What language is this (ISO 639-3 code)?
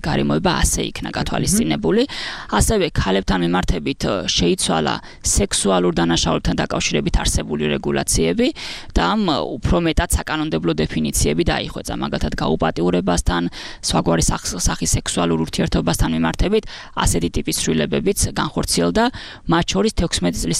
kat